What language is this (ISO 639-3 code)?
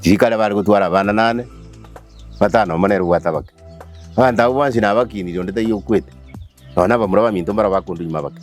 guz